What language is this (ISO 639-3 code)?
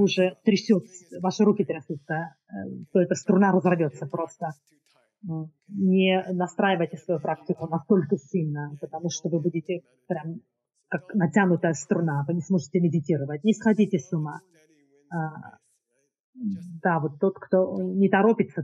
rus